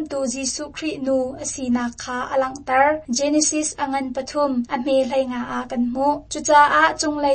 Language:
Hakha Chin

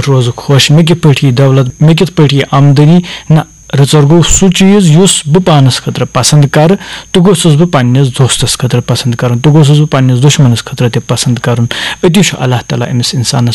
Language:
Kashmiri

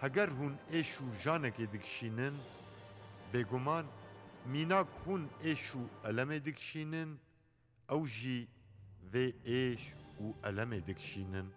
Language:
Kurdish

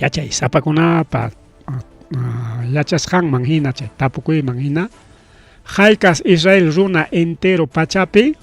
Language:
Ayacucho Quechua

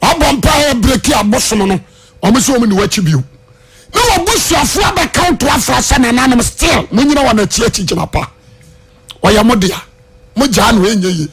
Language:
Akan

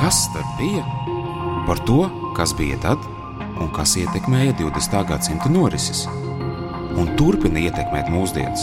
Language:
Latvian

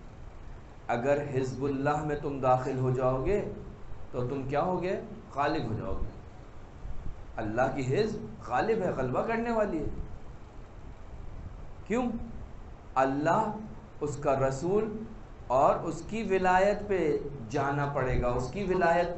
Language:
Urdu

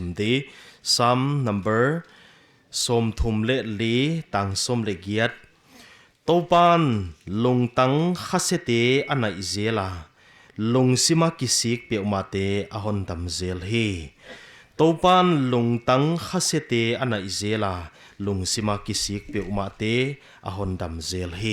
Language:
Paite Chin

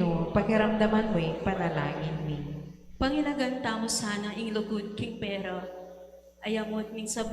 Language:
Pampanga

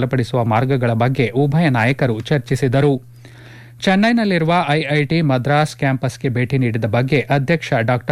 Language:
Kannada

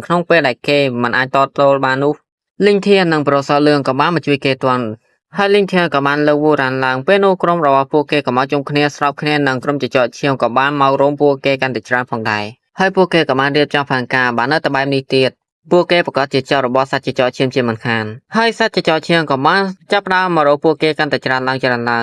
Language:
Khmer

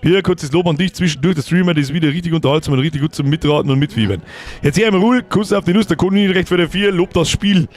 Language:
Bavarian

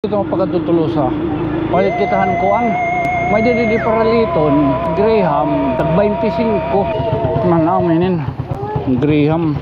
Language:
Waray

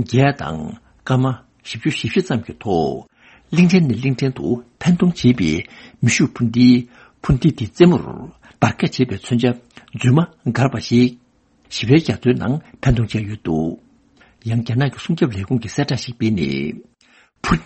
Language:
Tibetan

